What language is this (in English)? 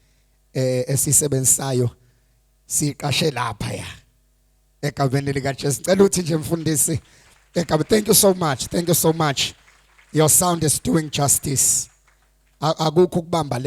Zulu